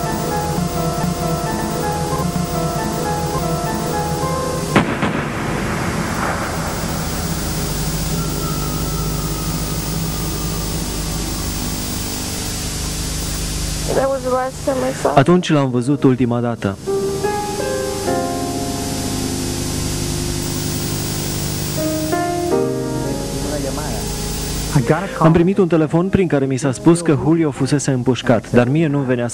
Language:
Romanian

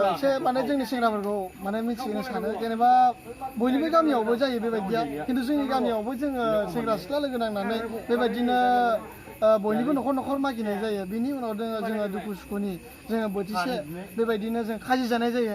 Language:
Bodo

